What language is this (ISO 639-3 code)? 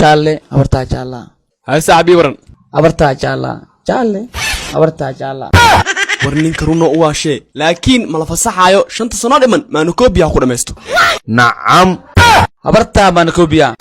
som